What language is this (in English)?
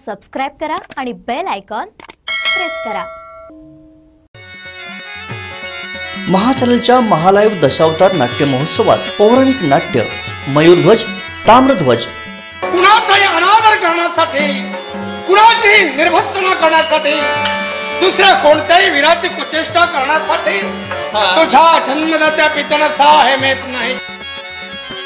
Marathi